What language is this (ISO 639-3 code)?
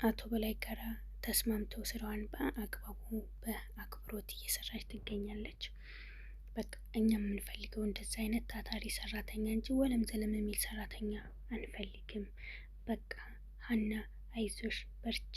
amh